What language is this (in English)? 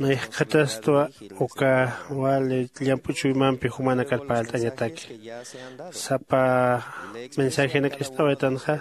Aymara